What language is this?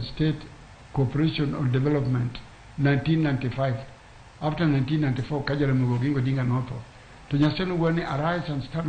Luo (Kenya and Tanzania)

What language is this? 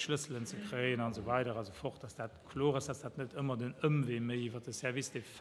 Luxembourgish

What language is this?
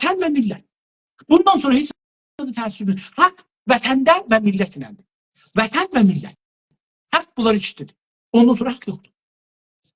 South Azerbaijani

